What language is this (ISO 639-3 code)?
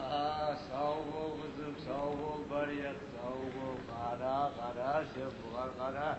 kum